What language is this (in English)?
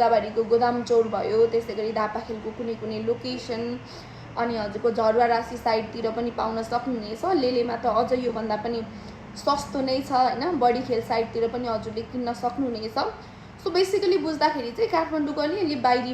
Nepali